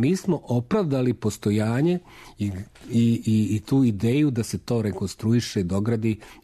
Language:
Serbian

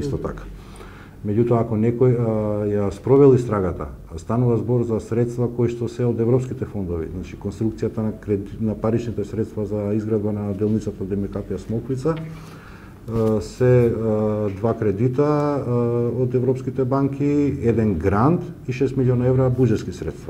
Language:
Macedonian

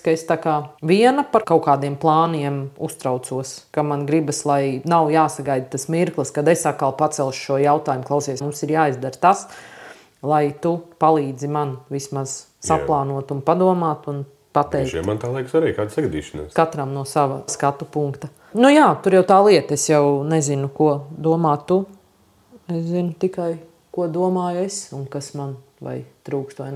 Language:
Latvian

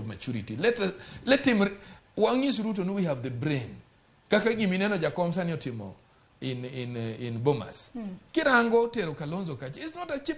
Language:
Luo (Kenya and Tanzania)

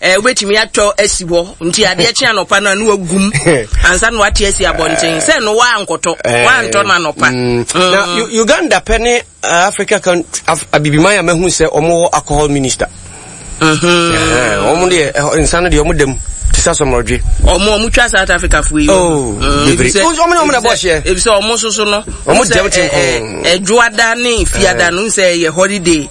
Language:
Akan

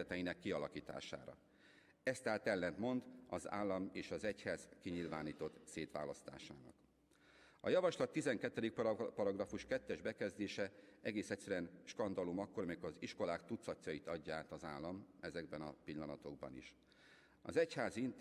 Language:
Hungarian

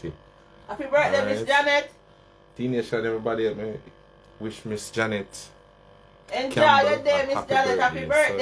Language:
Jamaican Creole English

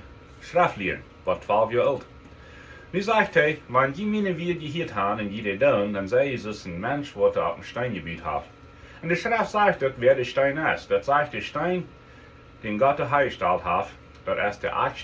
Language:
Plautdietsch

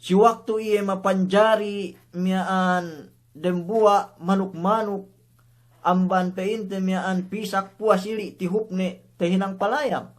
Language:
Yakan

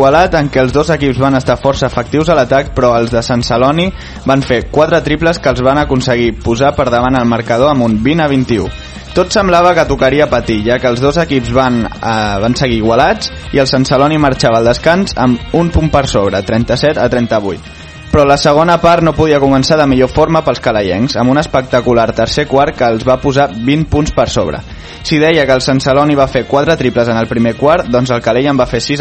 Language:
Catalan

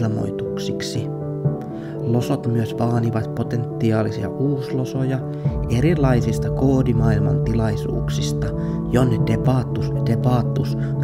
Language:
Finnish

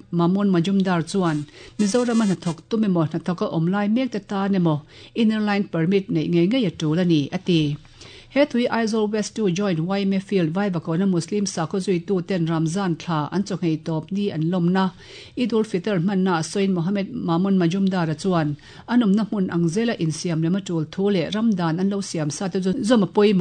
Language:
Mizo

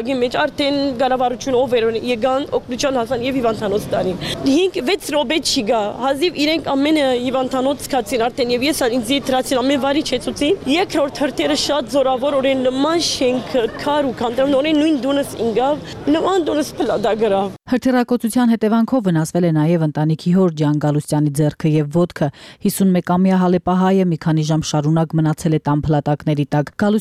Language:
Armenian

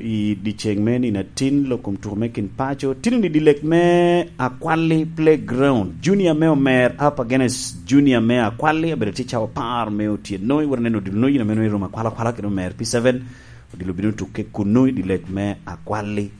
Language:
Lango (Uganda)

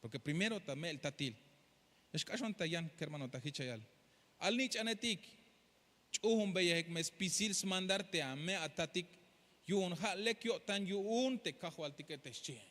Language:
Tzeltal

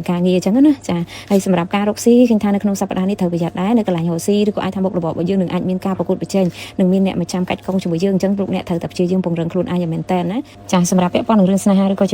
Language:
Khmer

